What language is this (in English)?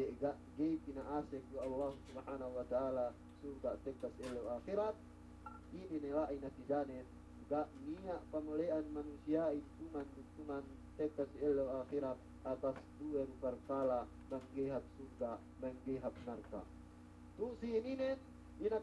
Yakan